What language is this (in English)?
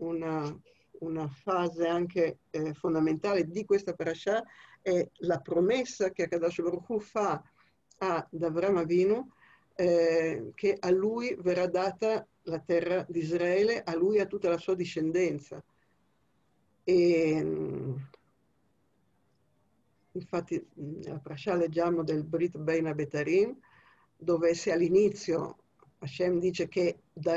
Italian